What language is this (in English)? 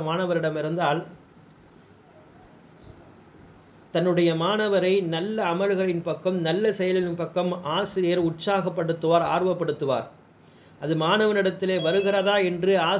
Tamil